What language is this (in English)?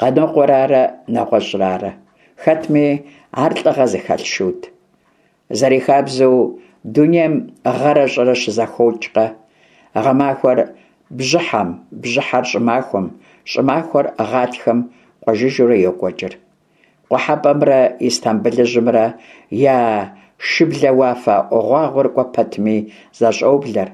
Kabardian